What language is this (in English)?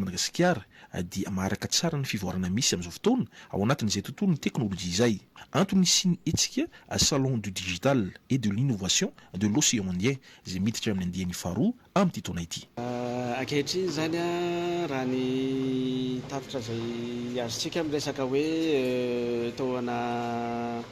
Malagasy